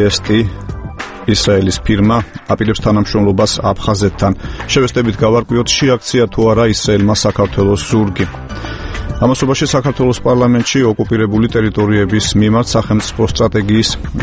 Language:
Georgian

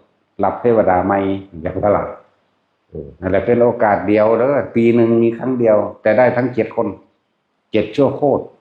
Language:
Northeastern Thai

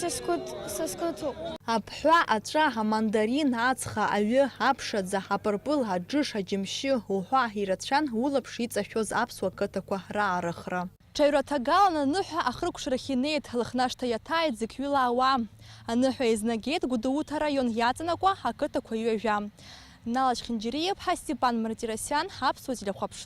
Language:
Abkhazian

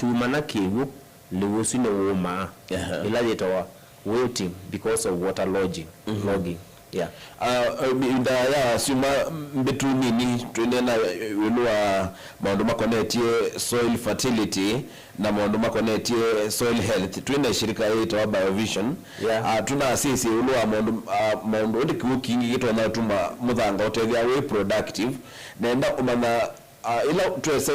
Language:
Kamba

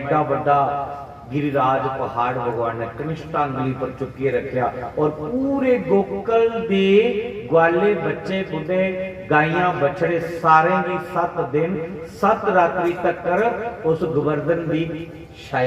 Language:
Dogri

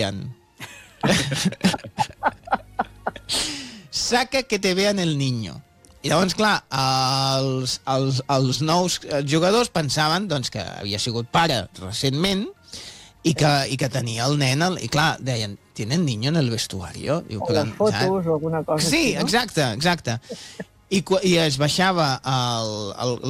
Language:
Catalan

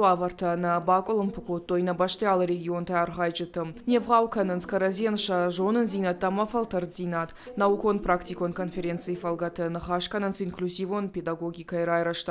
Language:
Ossetic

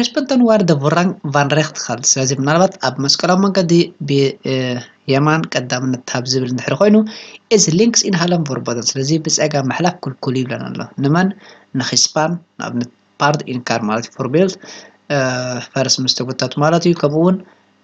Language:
Tigrinya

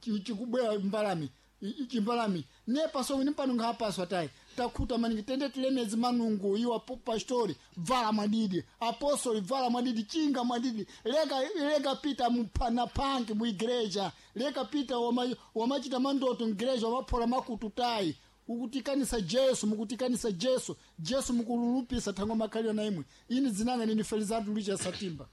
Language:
Sena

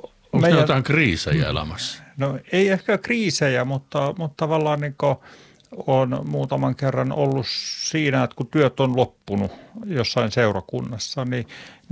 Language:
Finnish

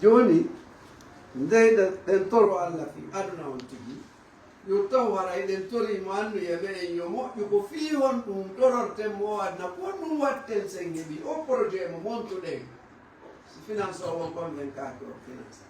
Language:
Fula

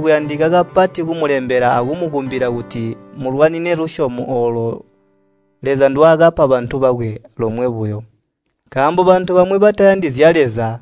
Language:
Tonga (Zambia)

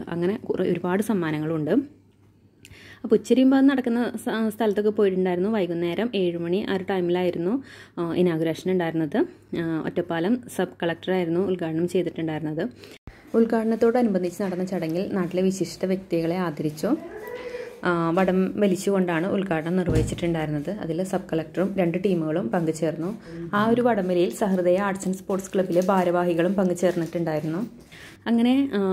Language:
Malayalam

